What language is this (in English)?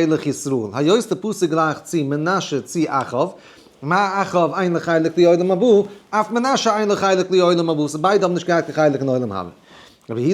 Yiddish